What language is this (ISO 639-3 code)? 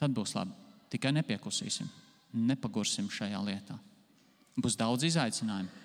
lav